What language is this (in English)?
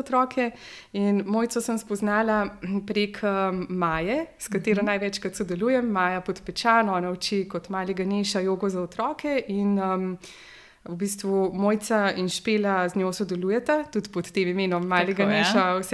Slovenian